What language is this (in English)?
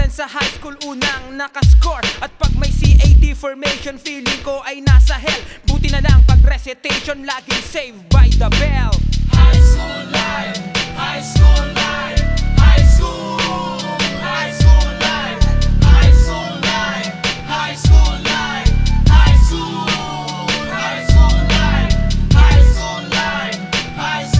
Filipino